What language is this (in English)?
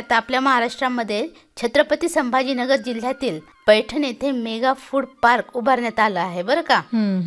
Marathi